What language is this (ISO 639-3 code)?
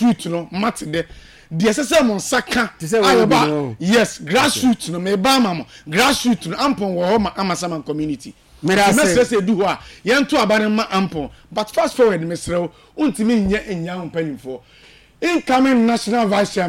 aka